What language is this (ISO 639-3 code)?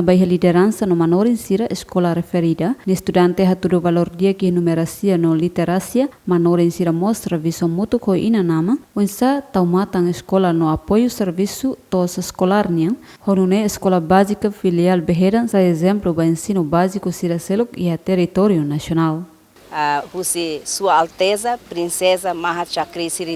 tet